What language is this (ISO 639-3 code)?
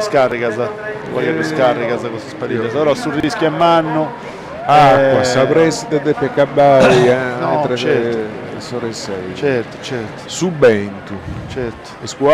srd